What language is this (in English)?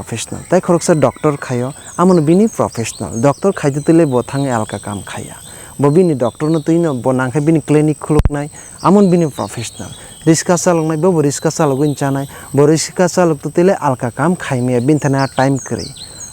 Kok Borok